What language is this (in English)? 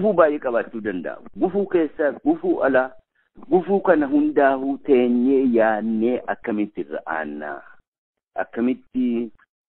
Oromo